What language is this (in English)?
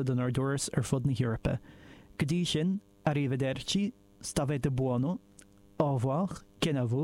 Irish